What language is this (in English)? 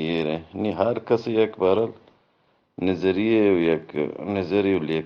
Eastern Balochi